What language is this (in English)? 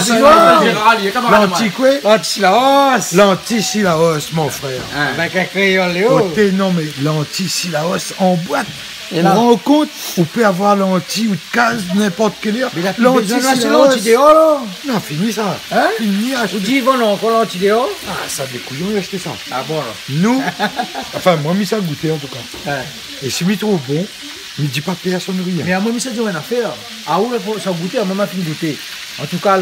Réunion Creole French